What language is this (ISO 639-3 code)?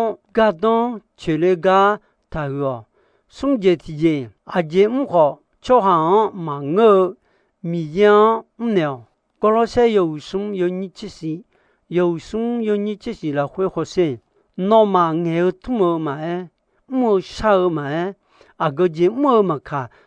ahk